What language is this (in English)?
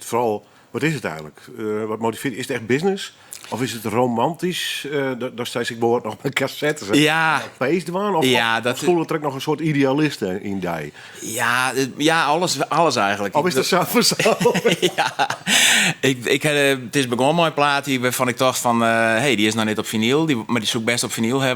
Western Frisian